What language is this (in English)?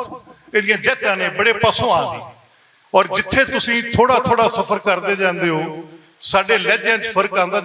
Western Panjabi